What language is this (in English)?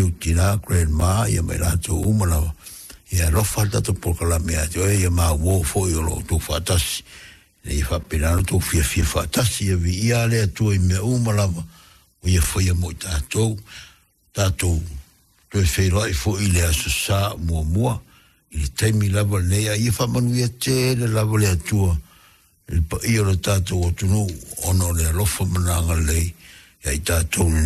Samoan